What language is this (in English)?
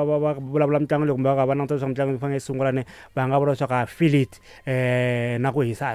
Tsonga